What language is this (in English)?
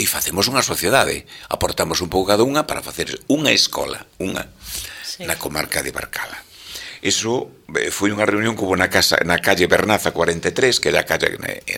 Galician